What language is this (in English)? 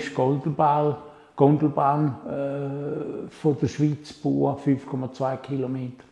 Swiss German